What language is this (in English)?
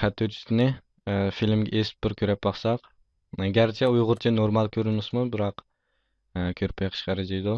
Uyghur